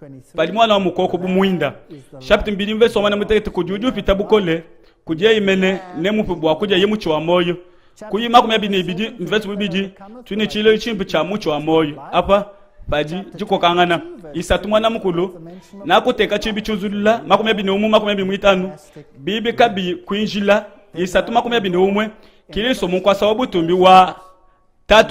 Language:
Luba-Lulua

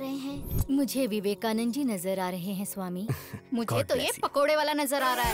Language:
Hindi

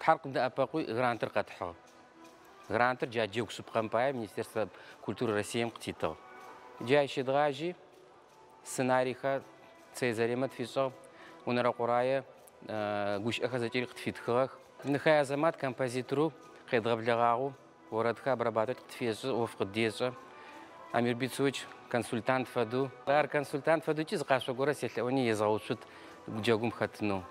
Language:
Adyghe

